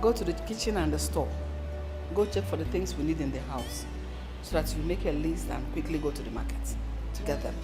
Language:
Nigerian Pidgin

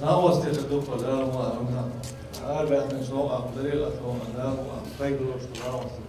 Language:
Chechen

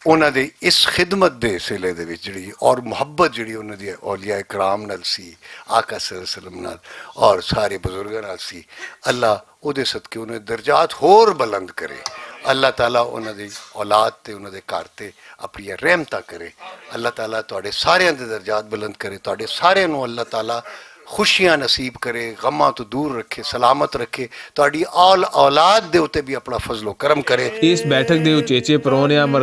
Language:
Western Panjabi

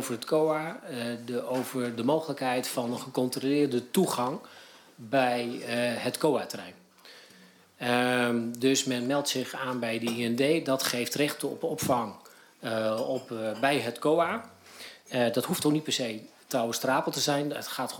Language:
Dutch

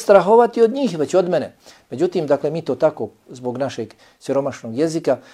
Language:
Bosnian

